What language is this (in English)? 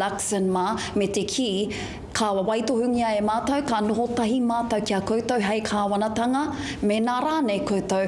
Māori